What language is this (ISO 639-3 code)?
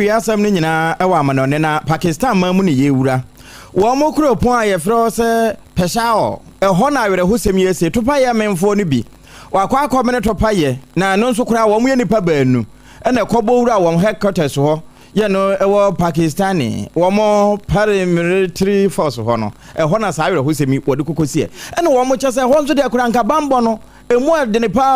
aka